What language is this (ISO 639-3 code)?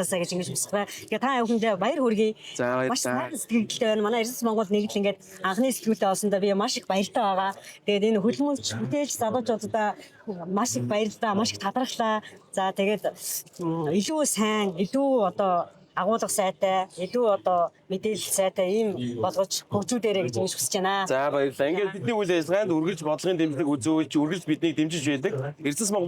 mon